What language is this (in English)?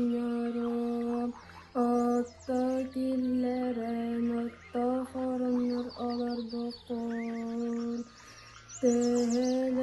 Yakut